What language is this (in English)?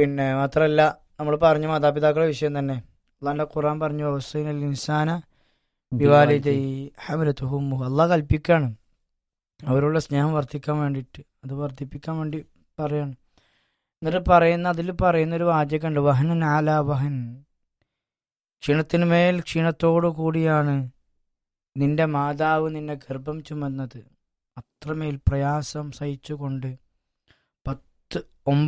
Malayalam